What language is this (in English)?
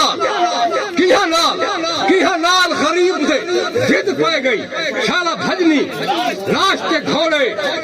Saraiki